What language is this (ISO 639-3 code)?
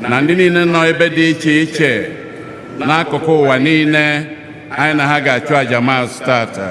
ibo